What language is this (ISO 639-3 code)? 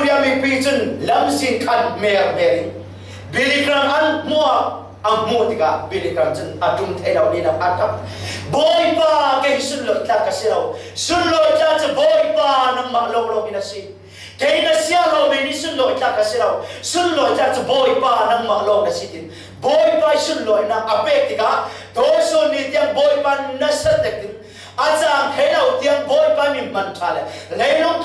cfm